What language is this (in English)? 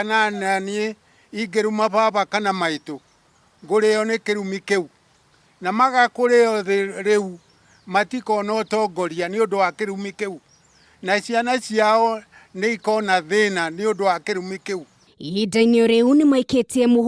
Kikuyu